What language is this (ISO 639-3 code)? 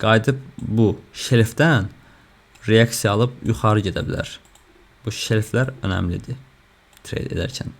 aze